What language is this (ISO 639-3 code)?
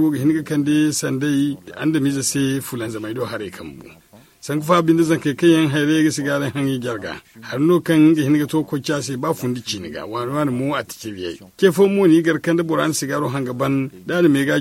dje